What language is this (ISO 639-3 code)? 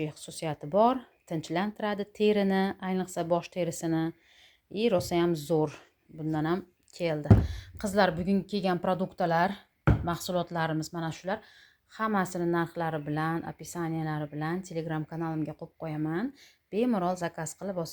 uzb